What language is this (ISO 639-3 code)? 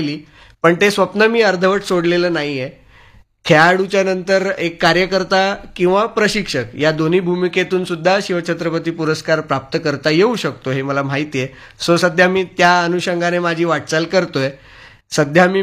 mar